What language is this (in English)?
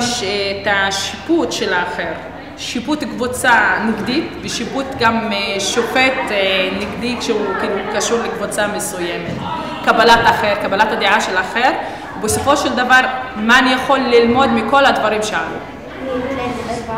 Hebrew